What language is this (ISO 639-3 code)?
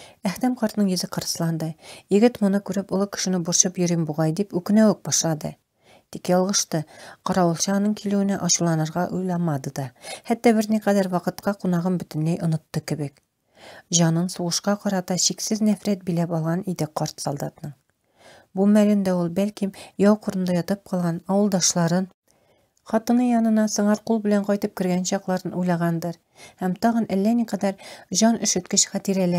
tat